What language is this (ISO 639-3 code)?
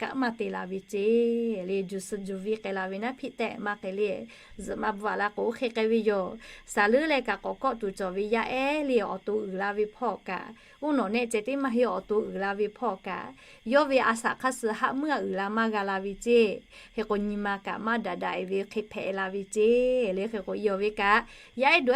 lhu